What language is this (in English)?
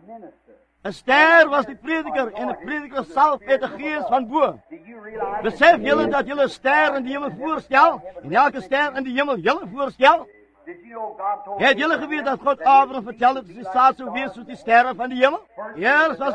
Afrikaans